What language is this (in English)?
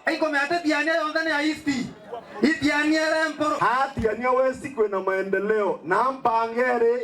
Meru